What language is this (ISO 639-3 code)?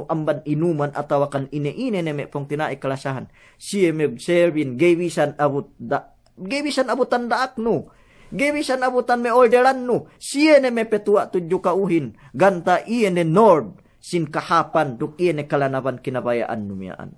yka